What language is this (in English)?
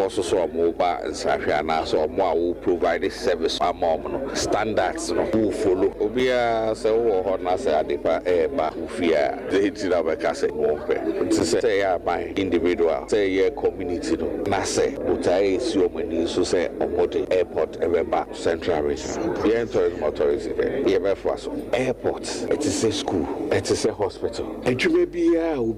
Akan